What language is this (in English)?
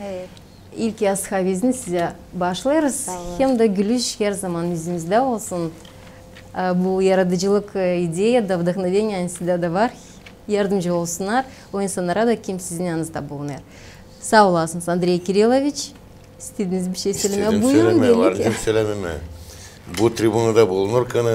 Gagauz